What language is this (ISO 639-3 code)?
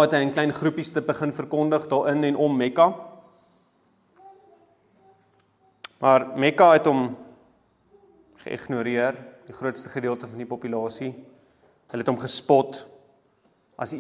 afr